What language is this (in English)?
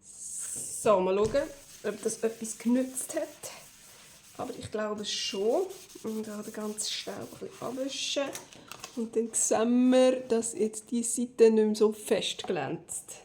Swiss German